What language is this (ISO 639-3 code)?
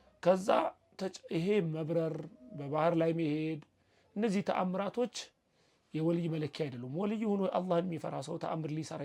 amh